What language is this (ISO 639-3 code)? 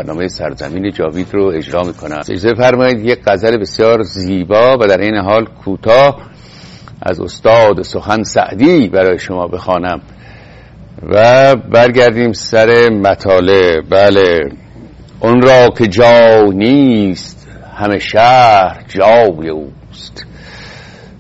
fas